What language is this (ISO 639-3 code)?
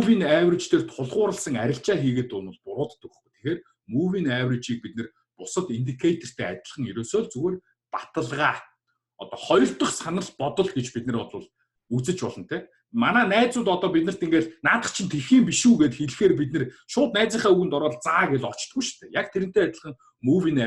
mon